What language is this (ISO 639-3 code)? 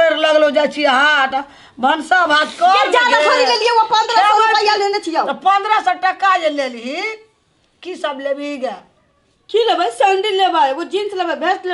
mai